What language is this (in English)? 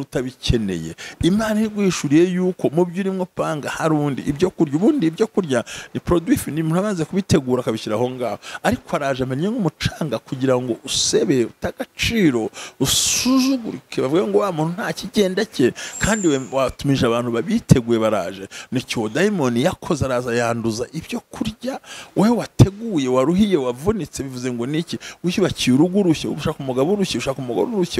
Kinyarwanda